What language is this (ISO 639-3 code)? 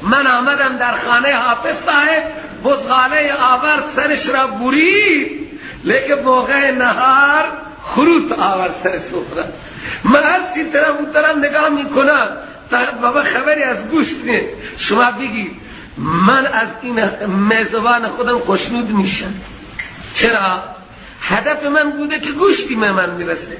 fas